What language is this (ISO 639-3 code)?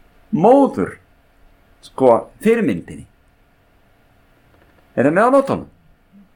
isl